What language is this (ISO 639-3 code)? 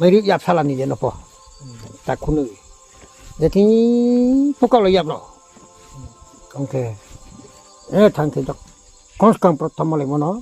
ria